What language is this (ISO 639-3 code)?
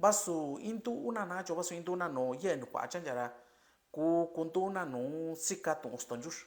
mix